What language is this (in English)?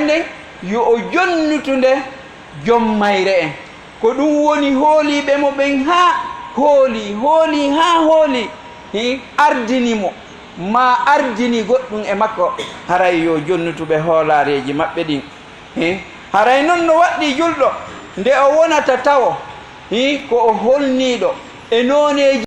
Fula